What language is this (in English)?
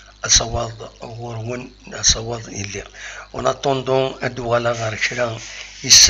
Kabyle